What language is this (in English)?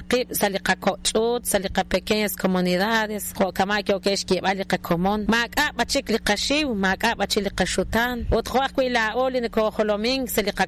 Kekchí